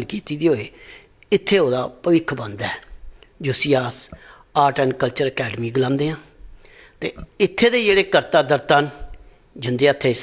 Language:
Dogri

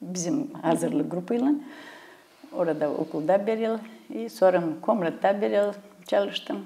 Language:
Gagauz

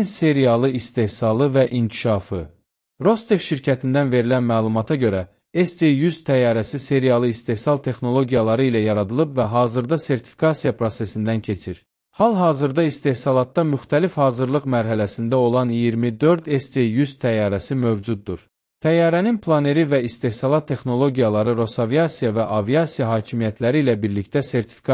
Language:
Azerbaijani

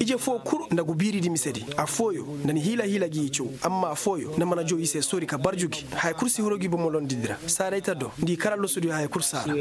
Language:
Koyraboro Senni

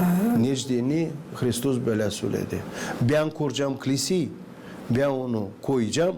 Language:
Gagauz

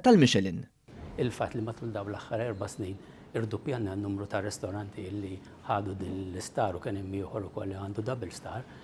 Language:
Maltese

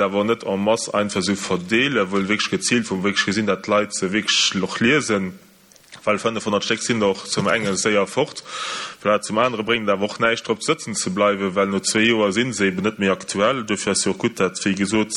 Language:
Luxembourgish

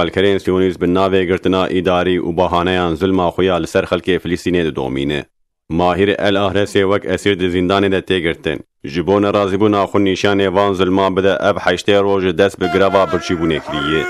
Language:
Kurdish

